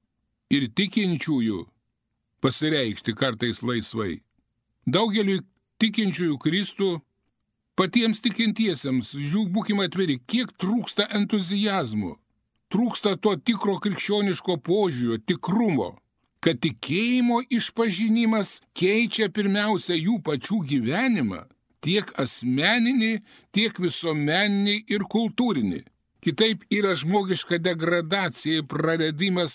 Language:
Lithuanian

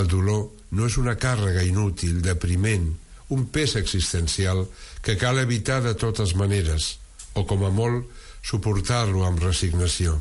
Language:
Catalan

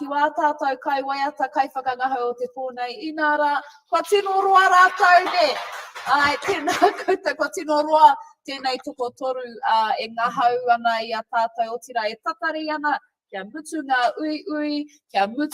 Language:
Māori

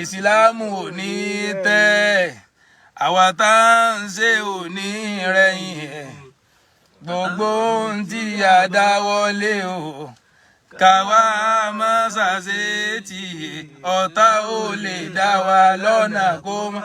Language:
Yoruba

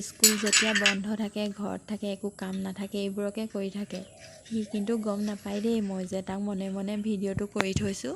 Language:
Assamese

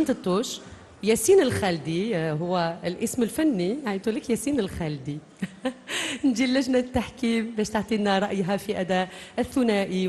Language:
Algerian Arabic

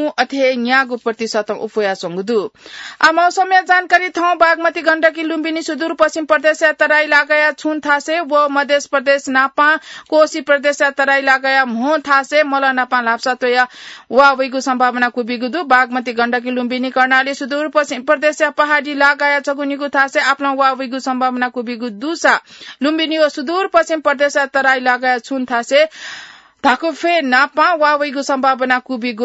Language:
Newari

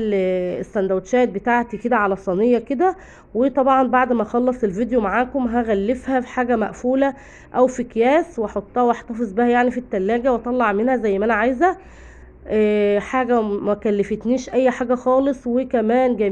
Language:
Egyptian Arabic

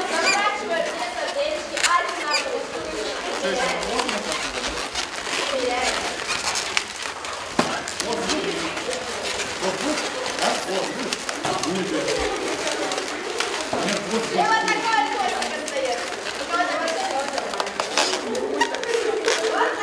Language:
Russian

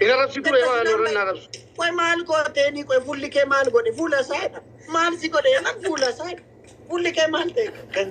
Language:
Oromo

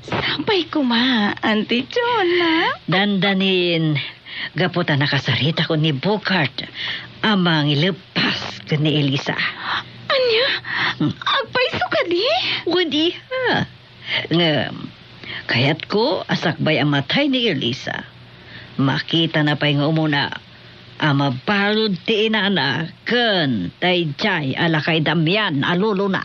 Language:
Iloko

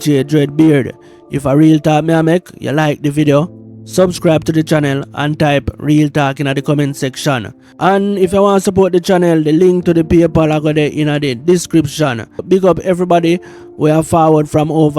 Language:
Jamaican Creole English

